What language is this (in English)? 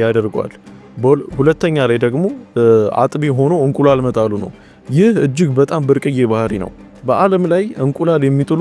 Amharic